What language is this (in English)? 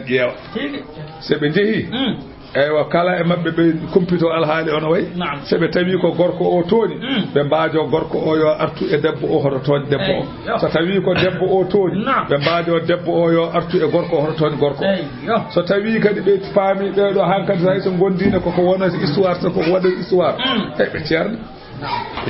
Fula